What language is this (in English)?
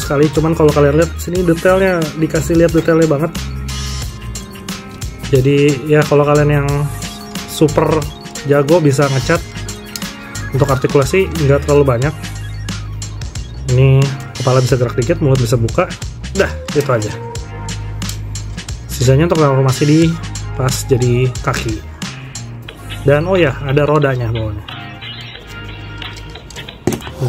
Indonesian